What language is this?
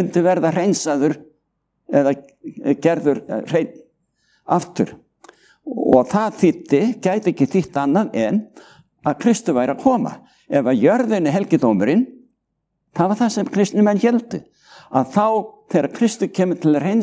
Icelandic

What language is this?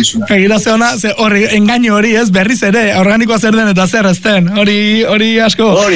Basque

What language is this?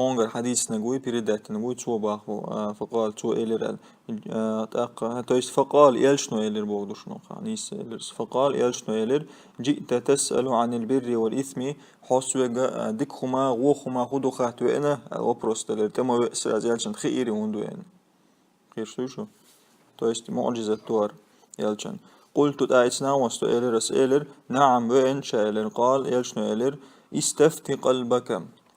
Chechen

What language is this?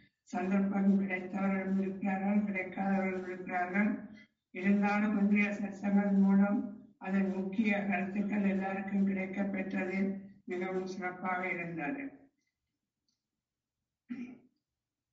Tamil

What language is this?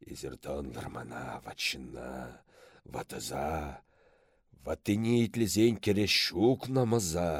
Chuvash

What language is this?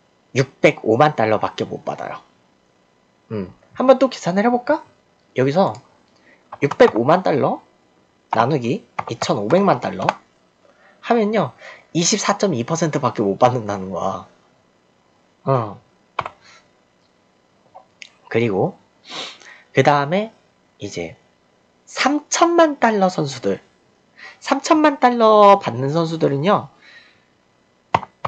Korean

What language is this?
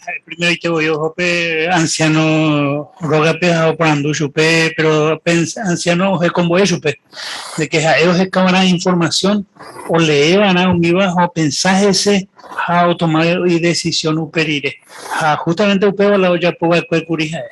Guarani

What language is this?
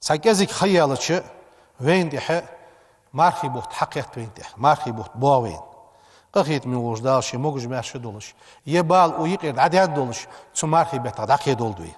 Ingush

